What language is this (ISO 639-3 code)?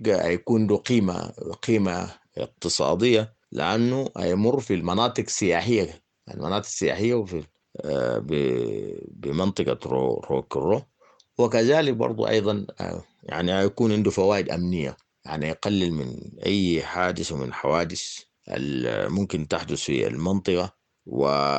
apd